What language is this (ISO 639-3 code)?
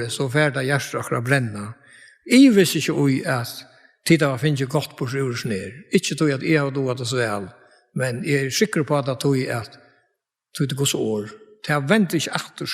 fao